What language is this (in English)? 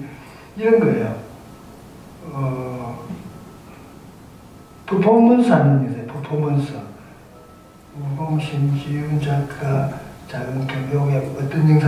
Korean